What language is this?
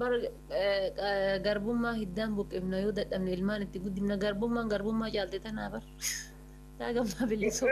Oromo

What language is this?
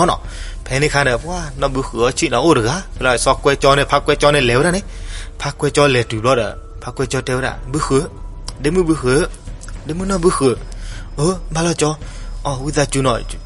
S'gaw Karen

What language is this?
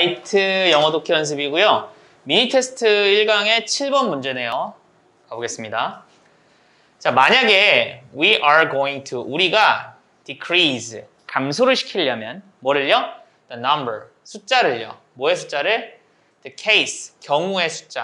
Korean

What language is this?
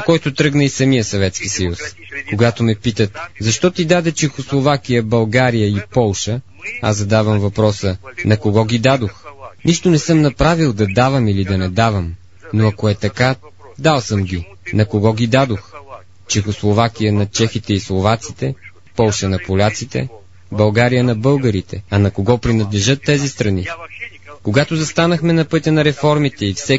Bulgarian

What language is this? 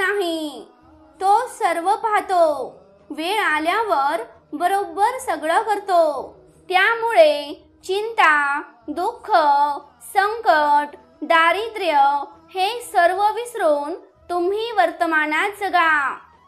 Marathi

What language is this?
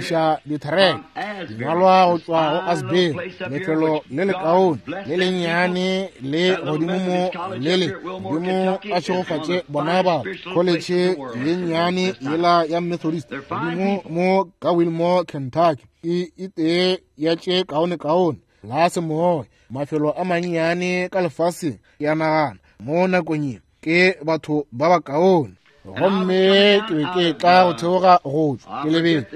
Northern Sotho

